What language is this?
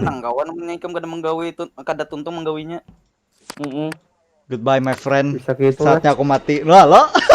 Banjar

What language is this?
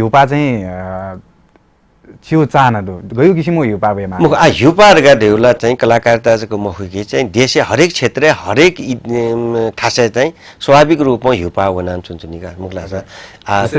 Newari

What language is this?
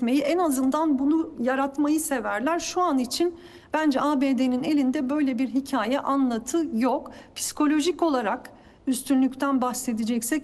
Turkish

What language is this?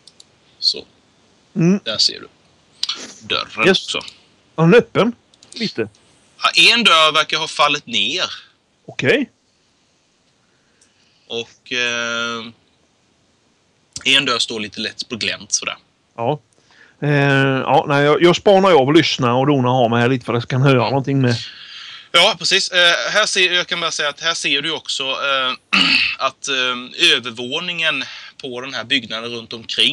Swedish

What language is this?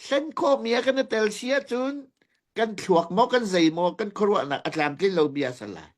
Hakha Chin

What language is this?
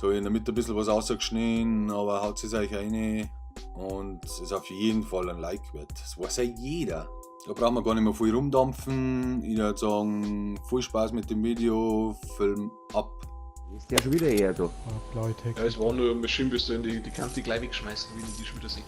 Bavarian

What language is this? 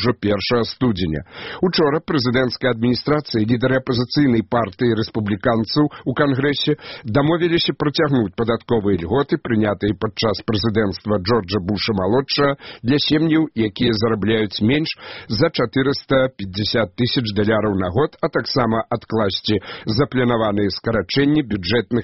Belarusian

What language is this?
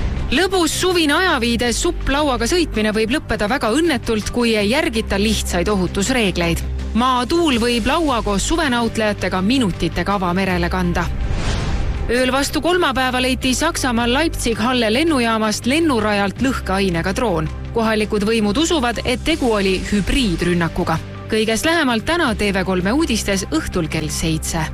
Estonian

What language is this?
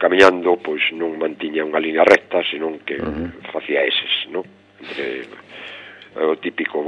Galician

